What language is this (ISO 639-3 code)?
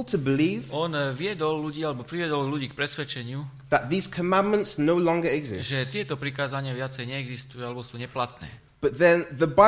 slk